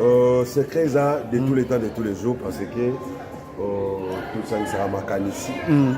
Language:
Lingala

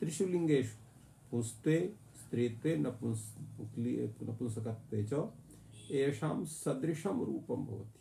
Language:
Sanskrit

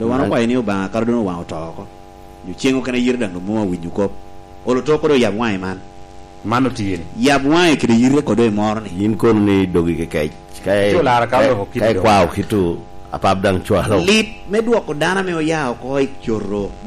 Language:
Lango (Uganda)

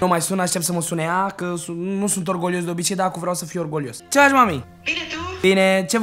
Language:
Romanian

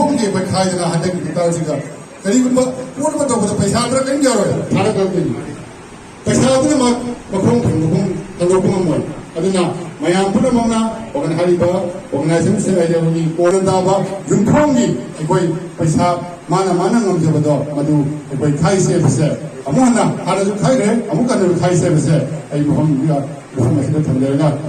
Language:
Manipuri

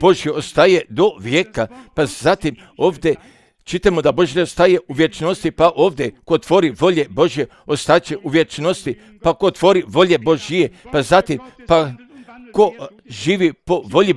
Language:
Croatian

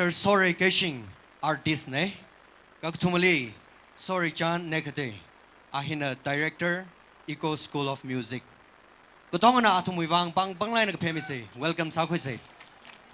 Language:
Tangkhul Naga (India)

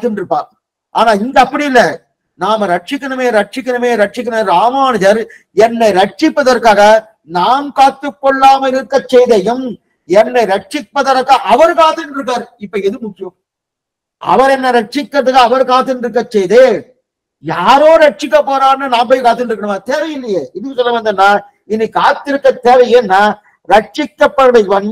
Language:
Tamil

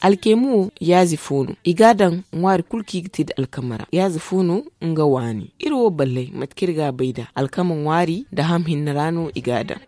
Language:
Zarma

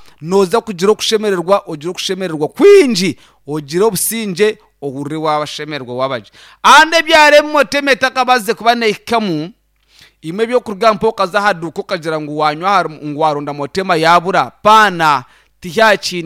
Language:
Nyankole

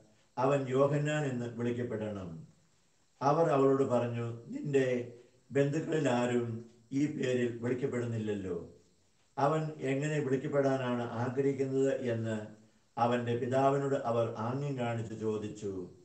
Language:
Malayalam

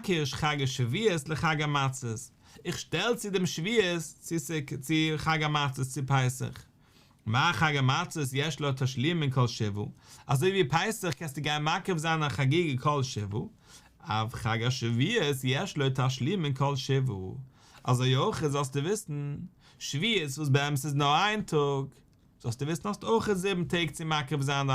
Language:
Yiddish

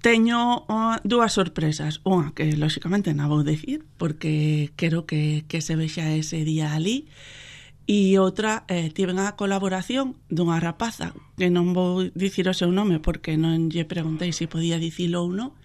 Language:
Galician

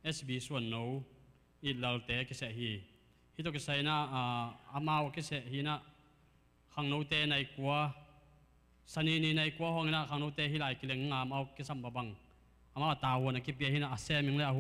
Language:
Tedim Chin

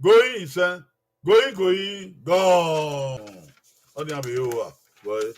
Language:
Bini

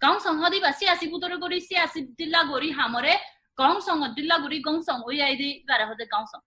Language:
Rohingya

